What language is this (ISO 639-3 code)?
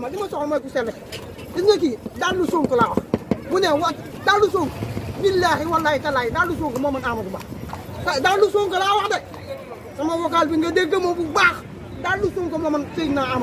wol